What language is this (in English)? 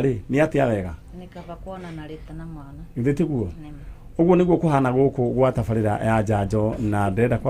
Kikuyu